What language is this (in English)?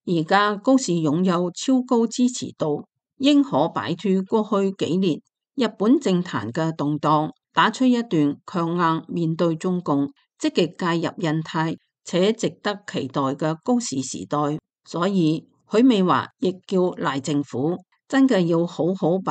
Cantonese